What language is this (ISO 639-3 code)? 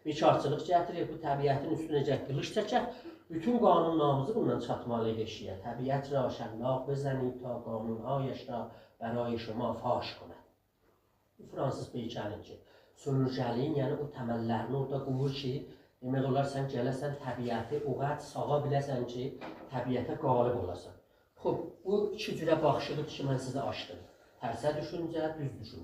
azb